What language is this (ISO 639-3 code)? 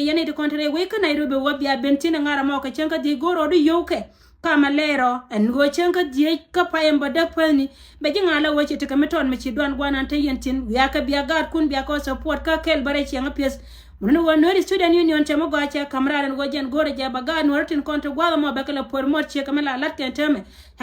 nus